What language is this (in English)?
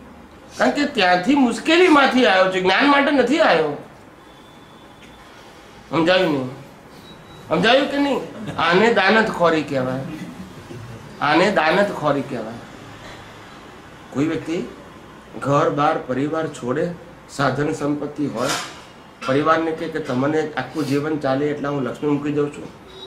Gujarati